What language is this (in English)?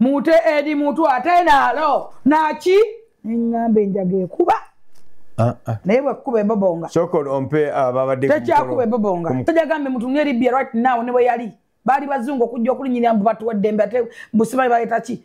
Ganda